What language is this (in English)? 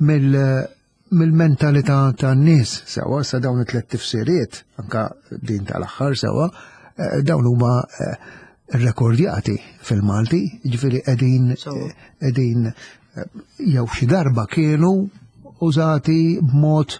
Maltese